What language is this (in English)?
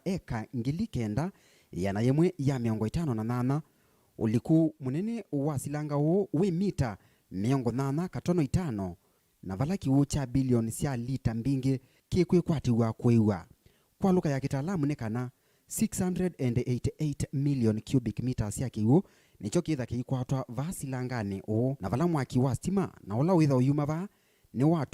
Kamba